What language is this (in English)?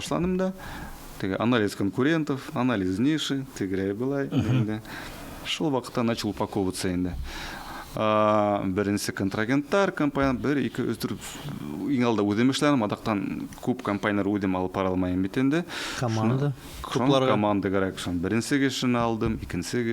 Bashkir